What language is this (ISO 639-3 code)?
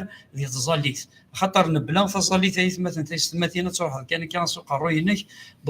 kab